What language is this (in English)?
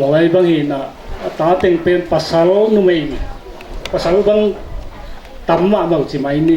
Tedim Chin